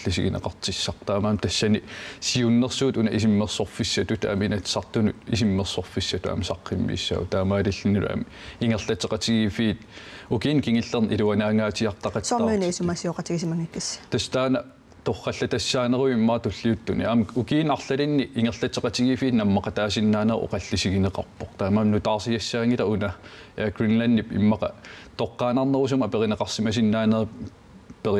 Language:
Kalaallisut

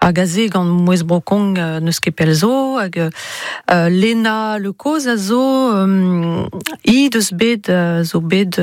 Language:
Breton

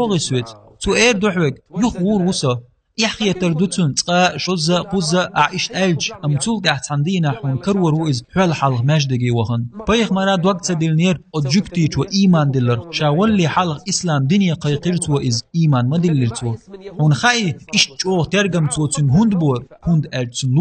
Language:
Chechen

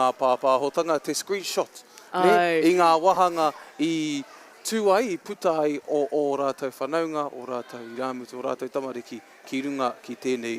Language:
Māori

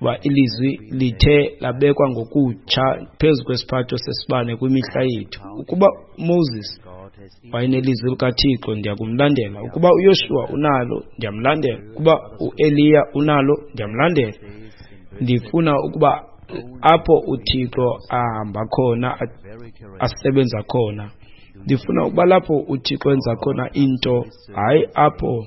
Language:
Xhosa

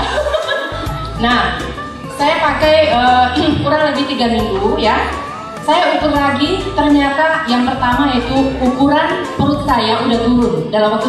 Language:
Indonesian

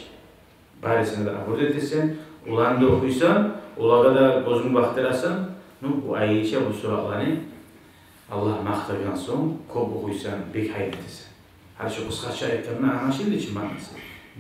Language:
Kumyk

